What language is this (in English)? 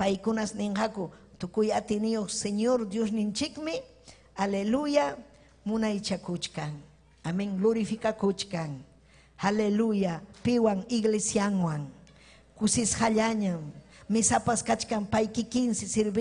Ayacucho Quechua